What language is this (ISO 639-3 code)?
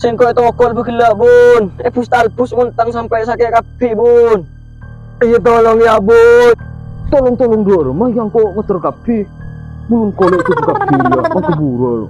mad